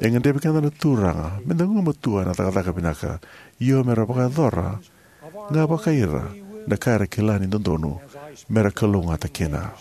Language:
Fijian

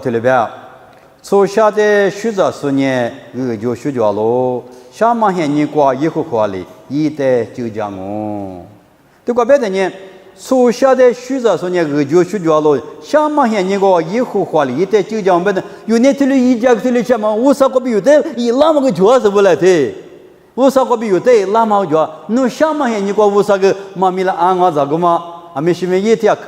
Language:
Lisu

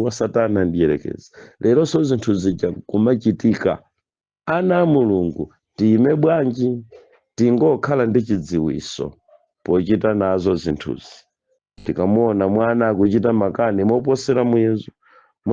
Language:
Nyanja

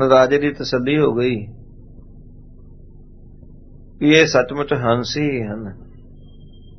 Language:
Punjabi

